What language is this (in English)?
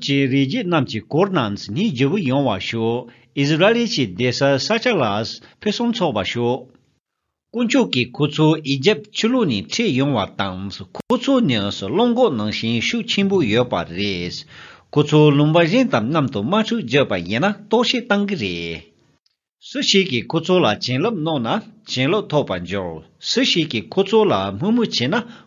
Tibetan